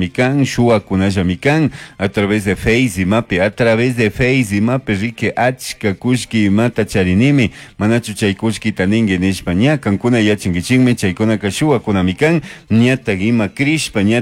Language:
Chimborazo Highland Quichua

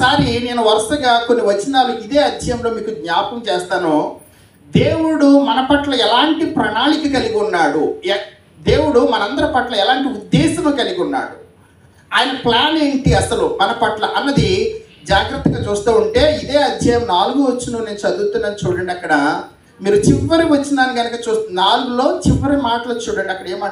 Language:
Telugu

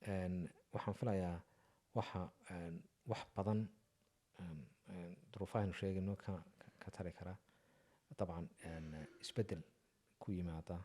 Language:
Somali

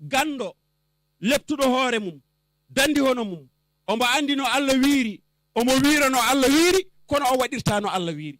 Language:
Fula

